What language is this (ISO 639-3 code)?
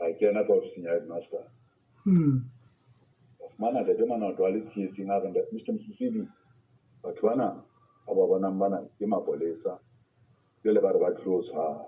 sot